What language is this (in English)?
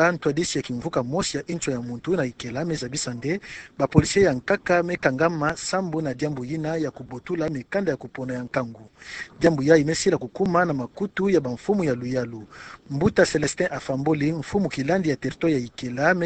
Kituba (Democratic Republic of Congo)